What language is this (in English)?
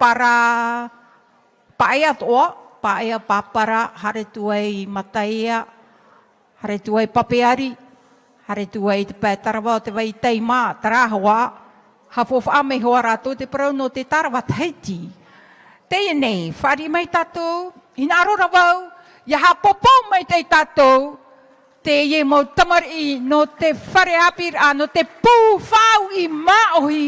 Tahitian